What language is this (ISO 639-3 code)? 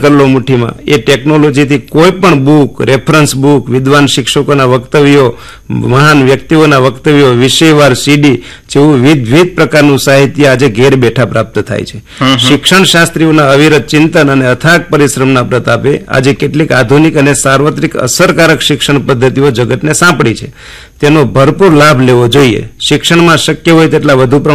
guj